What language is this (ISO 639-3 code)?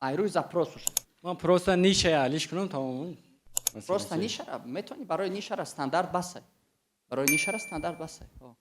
tgk